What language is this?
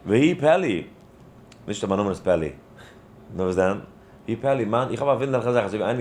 Yiddish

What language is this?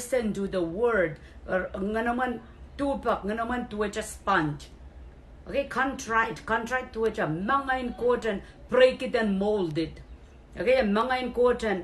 Pohnpeian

